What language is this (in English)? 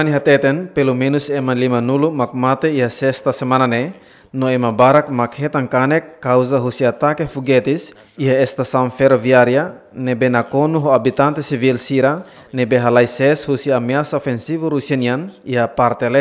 Tetum